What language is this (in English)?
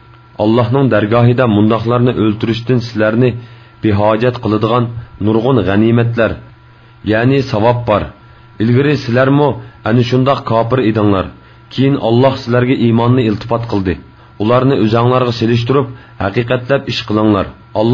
Uyghur